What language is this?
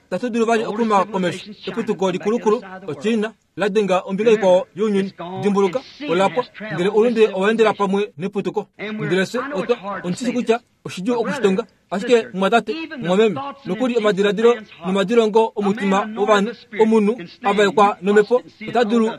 Kuanyama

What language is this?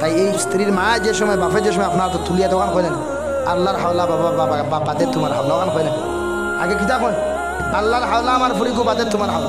Sylheti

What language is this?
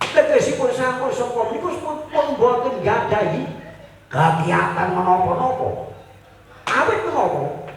Javanese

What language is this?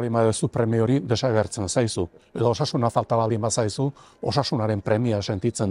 Basque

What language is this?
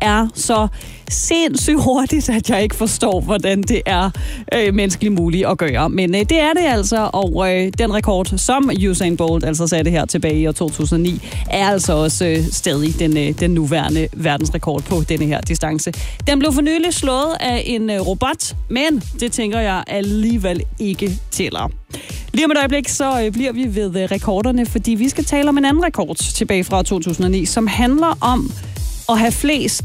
Danish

